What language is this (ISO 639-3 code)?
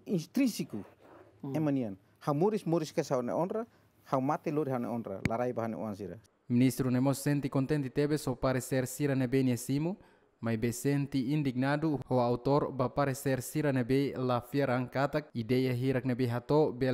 tet